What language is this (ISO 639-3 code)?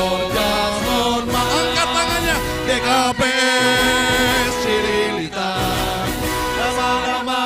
bts